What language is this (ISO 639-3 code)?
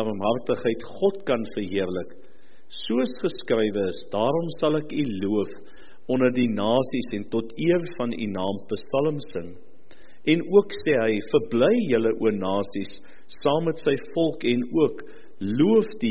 afr